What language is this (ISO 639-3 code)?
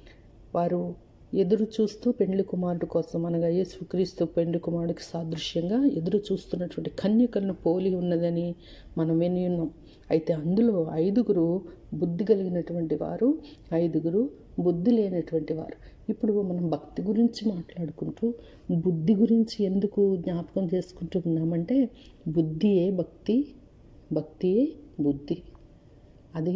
tel